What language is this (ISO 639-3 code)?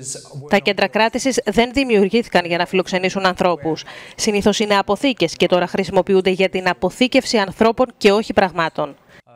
ell